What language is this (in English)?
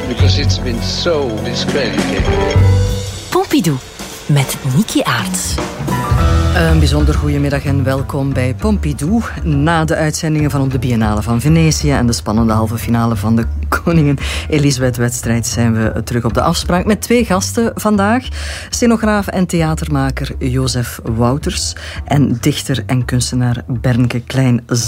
Dutch